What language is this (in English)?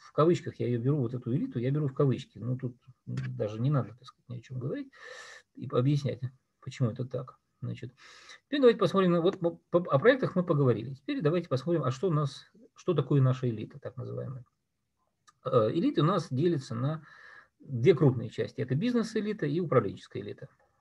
Russian